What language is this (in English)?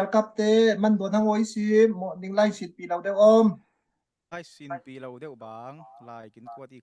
Falam Chin